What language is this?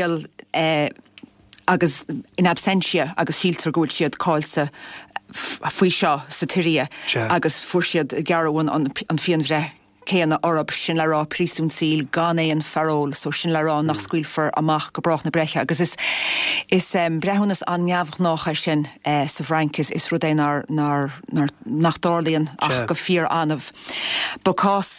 Irish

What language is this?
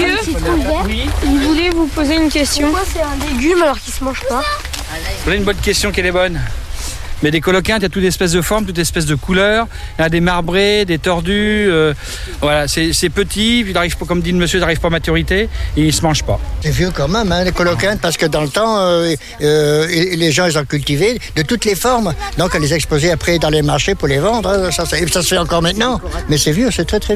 French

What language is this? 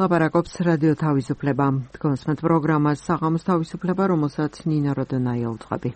Georgian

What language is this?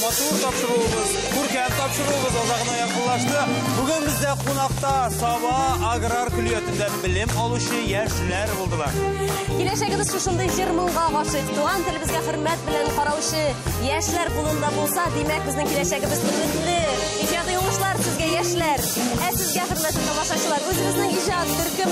Tatar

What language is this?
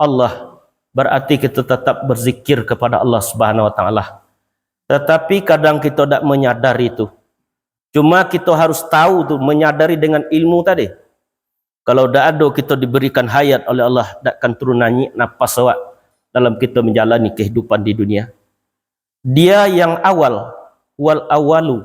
Minangkabau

